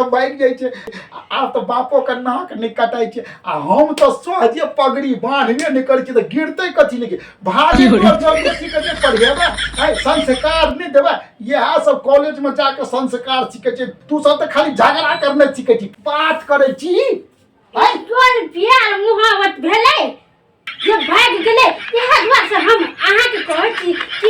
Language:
Maithili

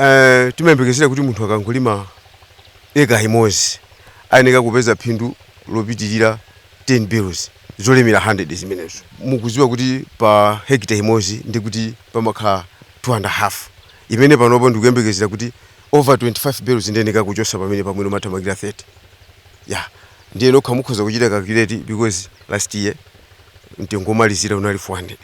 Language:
Nyanja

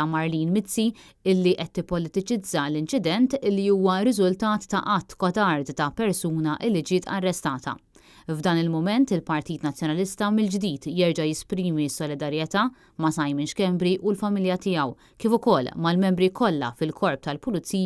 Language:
Maltese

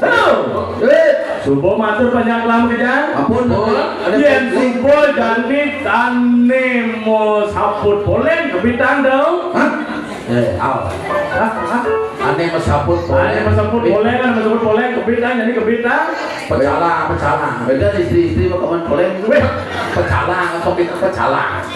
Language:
Balinese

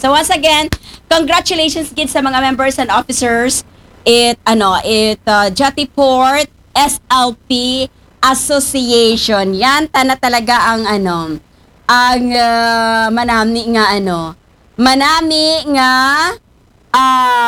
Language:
Aklanon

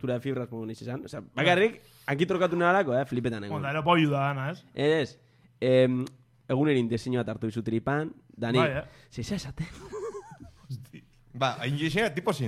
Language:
Basque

